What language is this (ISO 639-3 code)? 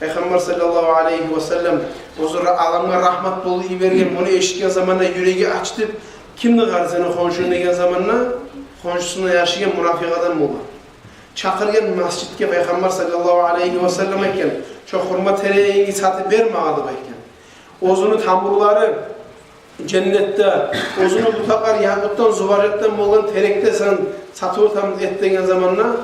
kum